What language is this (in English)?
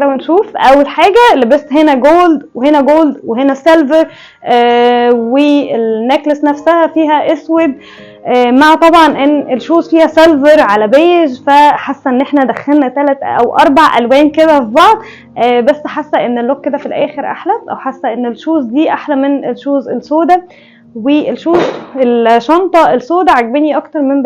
Egyptian Arabic